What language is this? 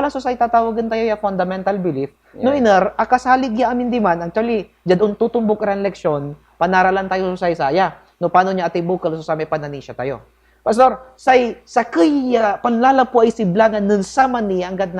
Pangasinan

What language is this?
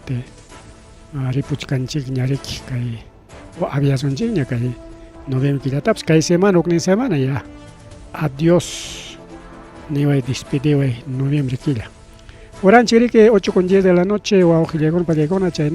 Ayacucho Quechua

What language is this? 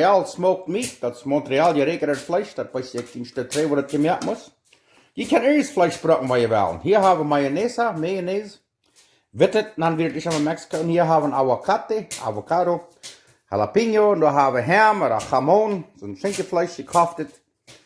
Plautdietsch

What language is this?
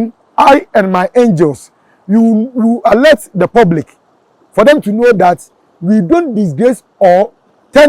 Akan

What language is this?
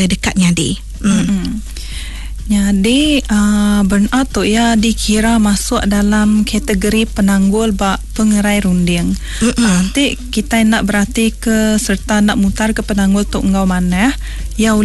Iban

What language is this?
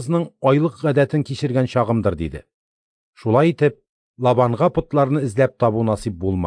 Tatar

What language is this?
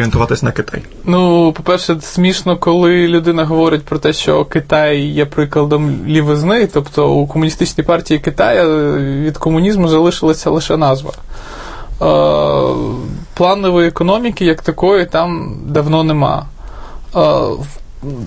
Ukrainian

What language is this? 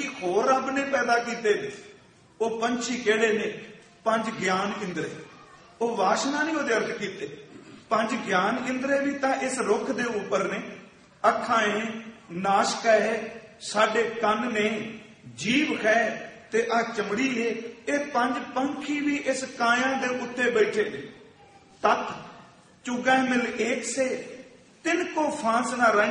Punjabi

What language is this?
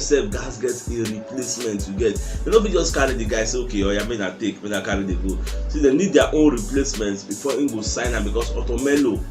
Nigerian Pidgin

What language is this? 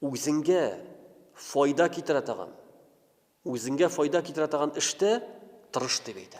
Tatar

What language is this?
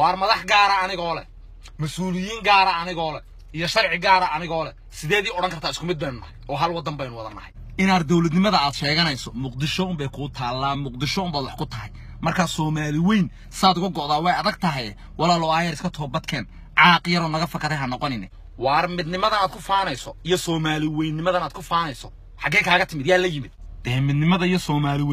Somali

